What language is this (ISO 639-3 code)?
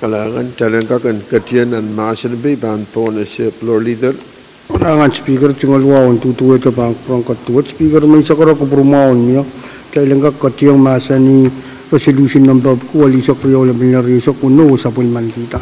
pon